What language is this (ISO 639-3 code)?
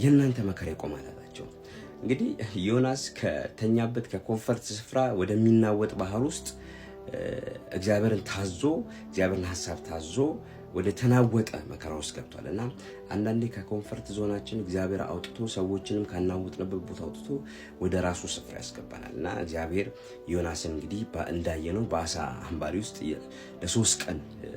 amh